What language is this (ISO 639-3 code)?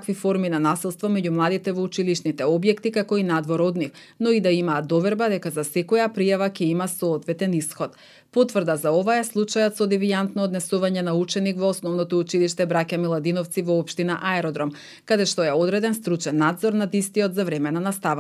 mkd